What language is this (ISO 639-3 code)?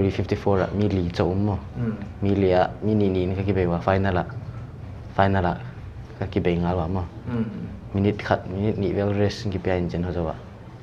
pck